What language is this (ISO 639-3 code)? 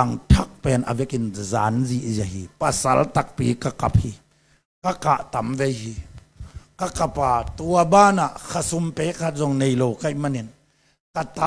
ctd